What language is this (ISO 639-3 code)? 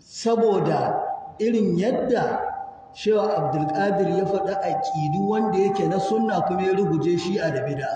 hau